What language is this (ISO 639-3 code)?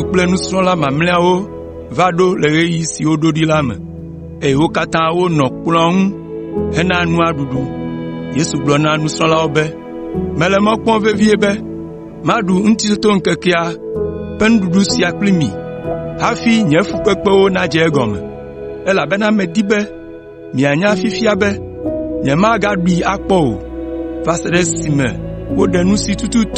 ewe